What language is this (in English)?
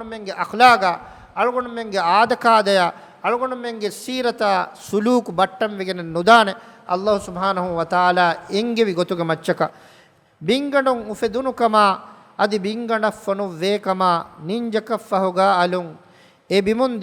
Divehi